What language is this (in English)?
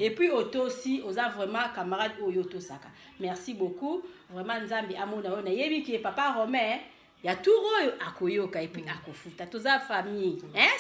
Lingala